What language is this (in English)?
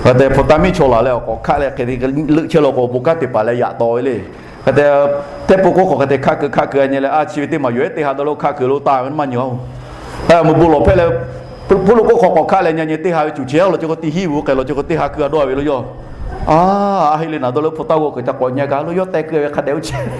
Lahu